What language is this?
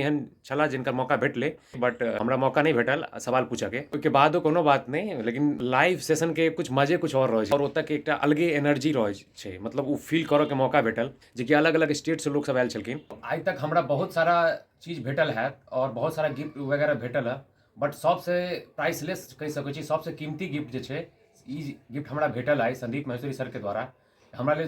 Maithili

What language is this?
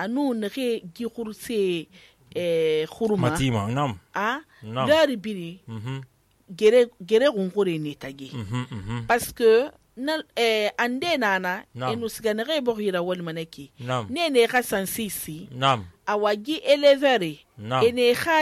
Susu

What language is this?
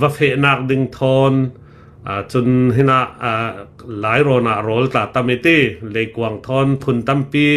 Hakha Chin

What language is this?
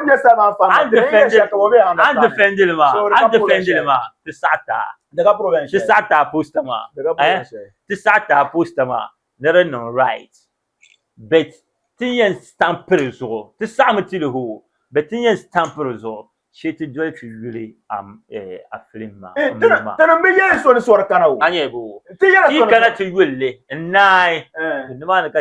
Dagbani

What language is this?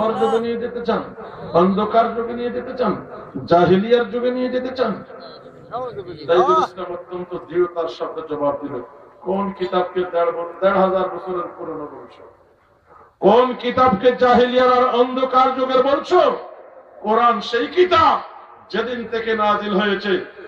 Bangla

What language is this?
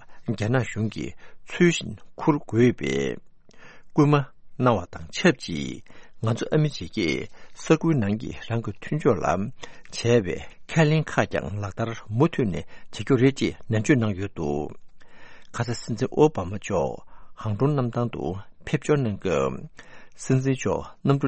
Tibetan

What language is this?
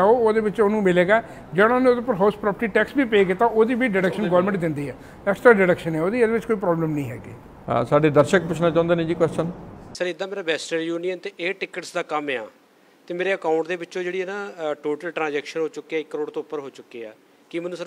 Punjabi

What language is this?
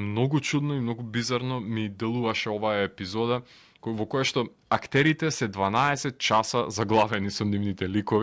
Macedonian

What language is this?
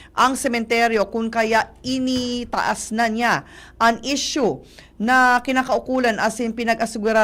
Bikol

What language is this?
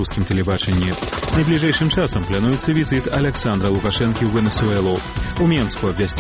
Belarusian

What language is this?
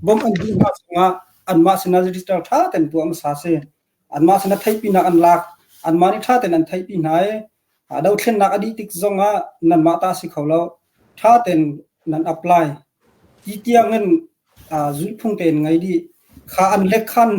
Hakha Chin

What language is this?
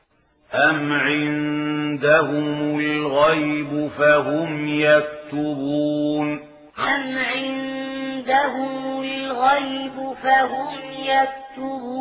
Arabic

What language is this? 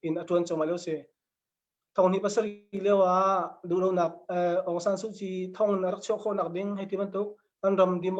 Hakha Chin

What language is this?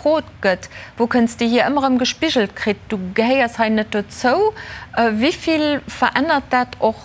Luxembourgish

